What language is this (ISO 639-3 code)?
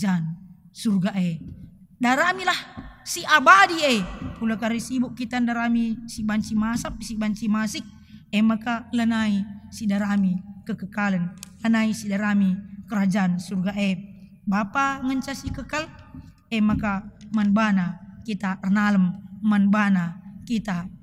btx